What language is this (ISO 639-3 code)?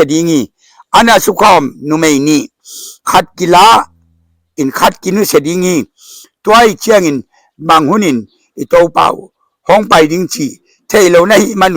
ctd